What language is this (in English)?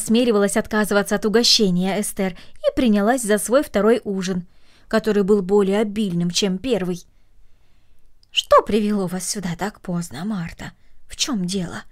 Russian